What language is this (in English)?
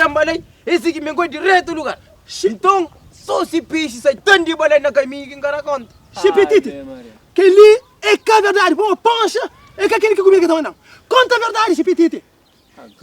Kabuverdianu